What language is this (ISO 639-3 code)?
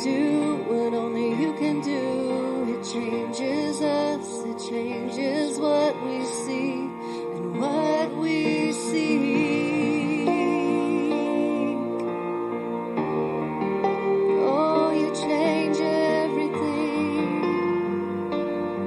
eng